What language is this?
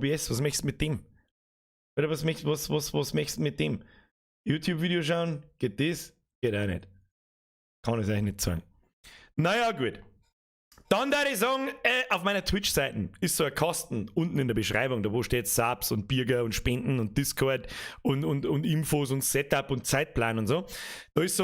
Bavarian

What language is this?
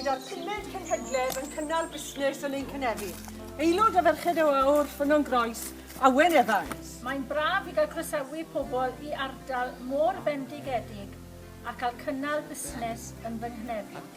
Welsh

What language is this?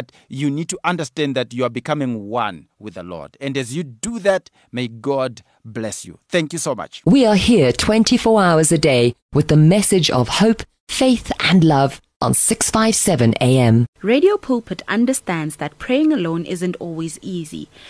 English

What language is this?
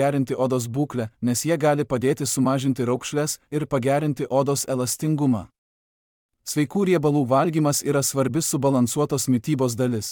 Lithuanian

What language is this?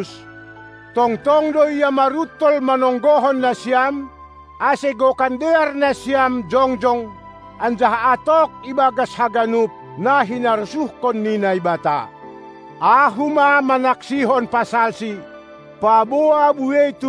Batak Simalungun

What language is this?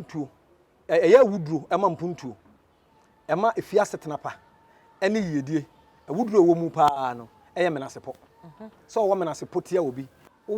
Akan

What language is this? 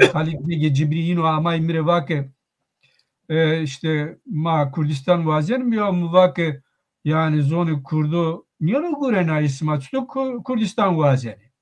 Zaza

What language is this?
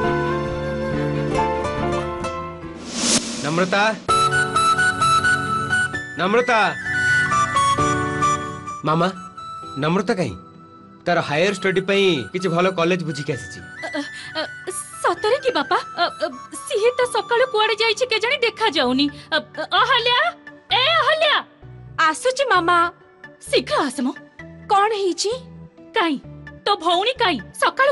Odia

